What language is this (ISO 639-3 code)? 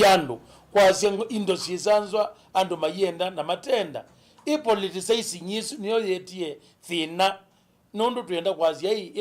kam